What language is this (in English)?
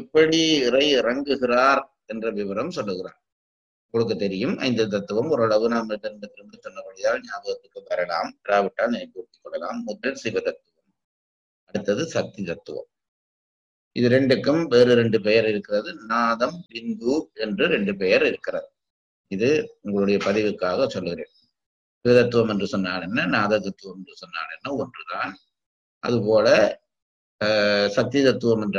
Tamil